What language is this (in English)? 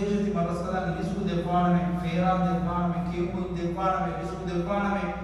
Divehi